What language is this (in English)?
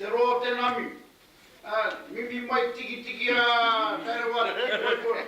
Māori